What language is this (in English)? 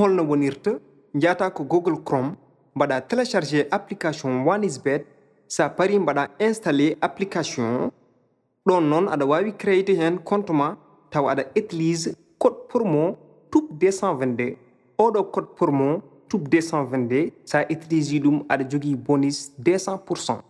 Fula